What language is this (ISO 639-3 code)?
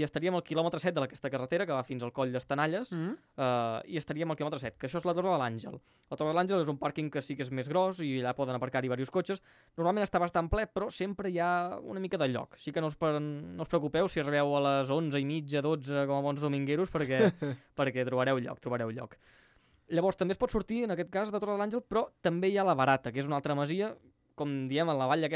cat